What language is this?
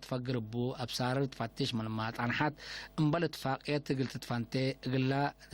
Tigre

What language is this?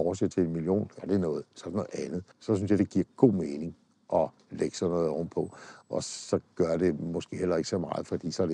Danish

